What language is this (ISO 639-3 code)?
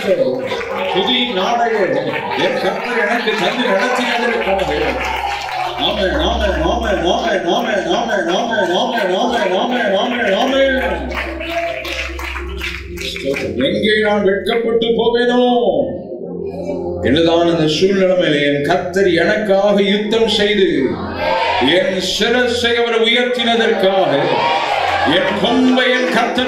tam